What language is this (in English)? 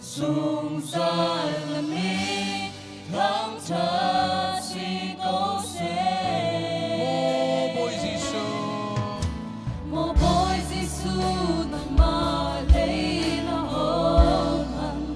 Hakha Chin